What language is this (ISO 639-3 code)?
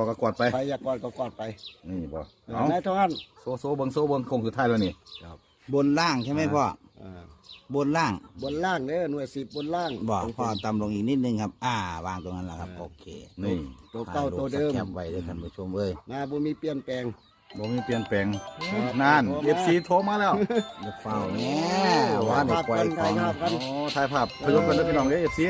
tts